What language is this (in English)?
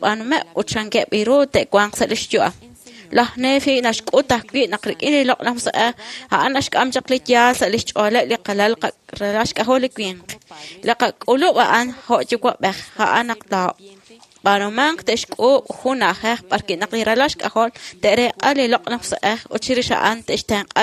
Kekchí